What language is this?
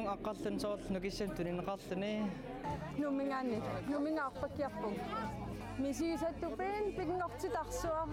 Kalaallisut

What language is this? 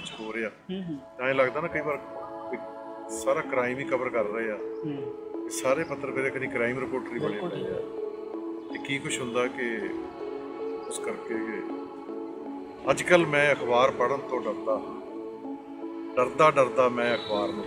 Punjabi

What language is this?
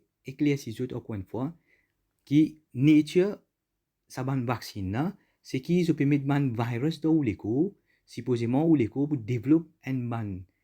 Morisyen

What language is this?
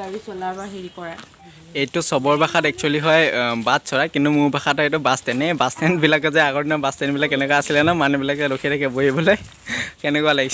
Assamese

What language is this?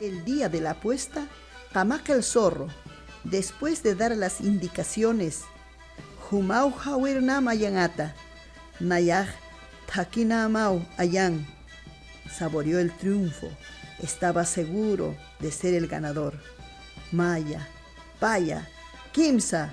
Aymara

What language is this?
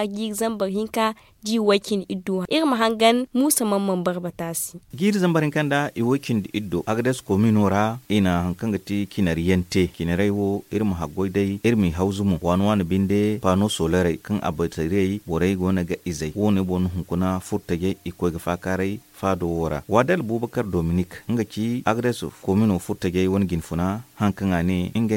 Zarma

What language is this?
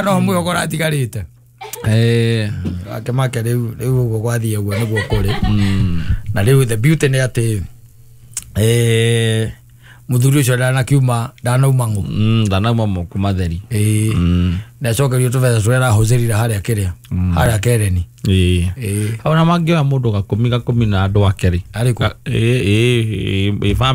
Kikuyu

